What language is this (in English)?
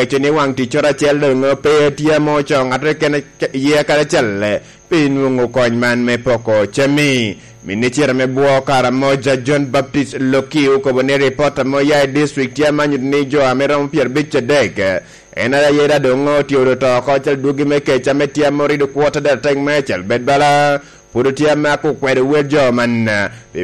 Lango (Uganda)